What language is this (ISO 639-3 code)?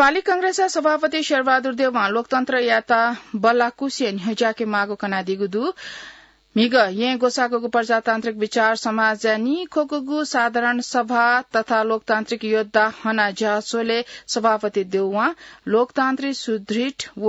new